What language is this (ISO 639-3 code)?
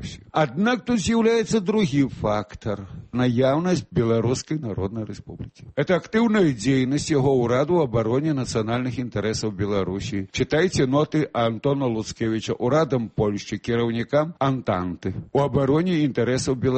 bel